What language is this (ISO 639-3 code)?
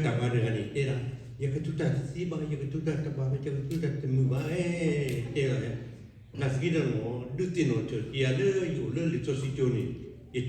ksw